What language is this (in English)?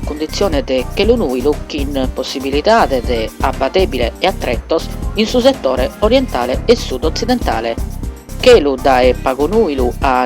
Sardinian